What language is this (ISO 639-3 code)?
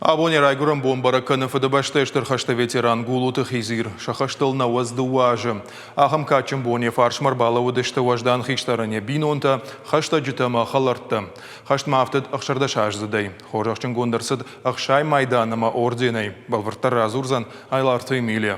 oss